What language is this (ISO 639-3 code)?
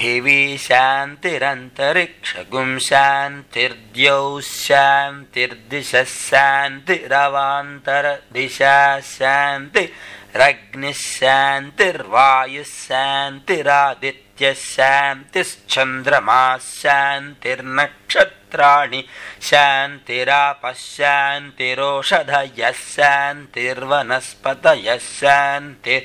san